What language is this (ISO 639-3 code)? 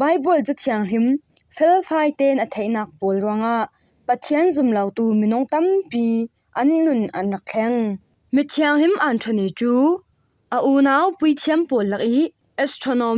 cfm